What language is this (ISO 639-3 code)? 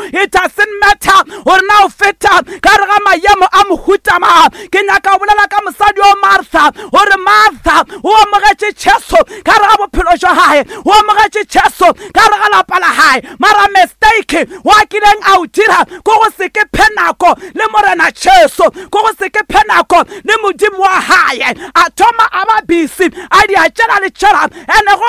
nso